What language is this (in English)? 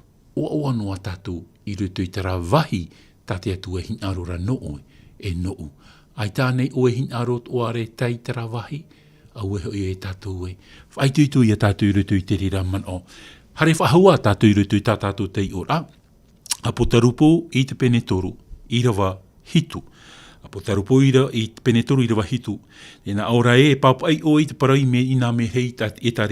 Tahitian